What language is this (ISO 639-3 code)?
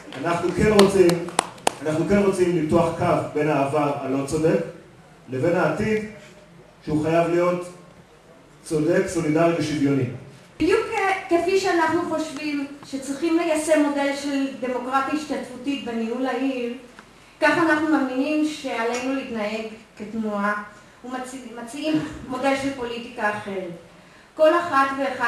heb